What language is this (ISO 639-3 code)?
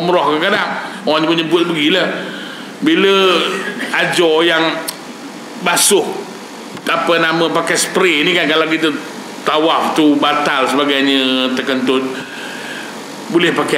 msa